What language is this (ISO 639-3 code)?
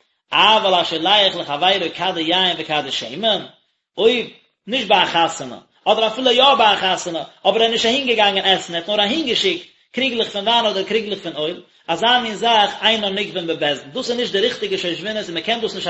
yid